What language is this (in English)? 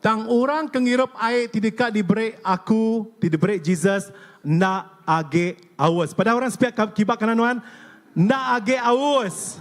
Iban